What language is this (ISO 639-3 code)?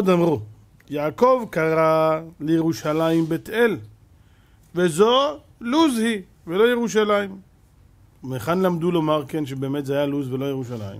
heb